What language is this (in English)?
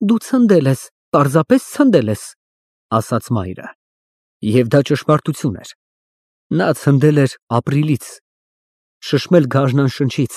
Armenian